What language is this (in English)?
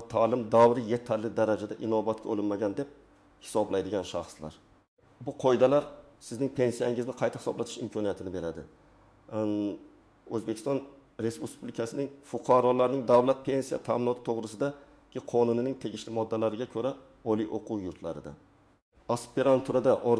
Uzbek